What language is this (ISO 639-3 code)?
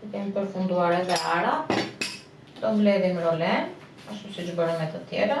sqi